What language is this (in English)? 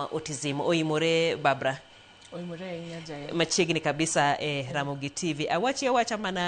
Luo (Kenya and Tanzania)